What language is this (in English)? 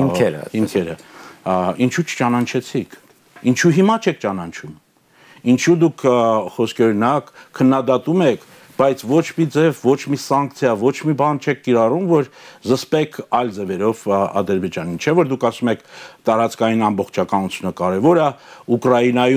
Armenian